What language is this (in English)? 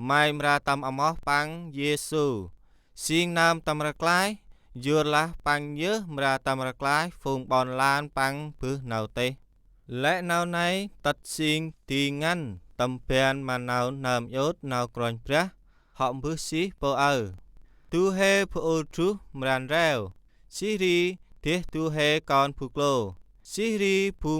Central Mnong